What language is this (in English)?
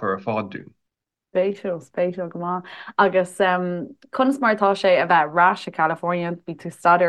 Irish